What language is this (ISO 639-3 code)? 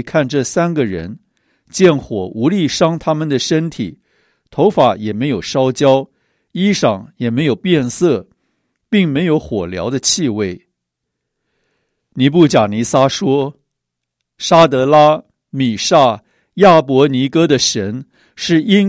zho